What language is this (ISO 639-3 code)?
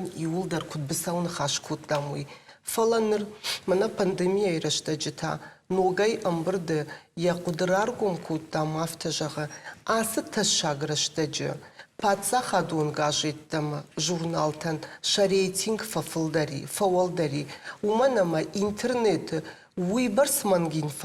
oss